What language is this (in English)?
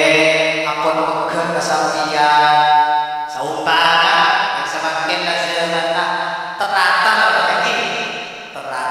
Madurese